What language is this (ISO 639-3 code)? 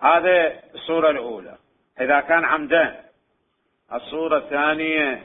acm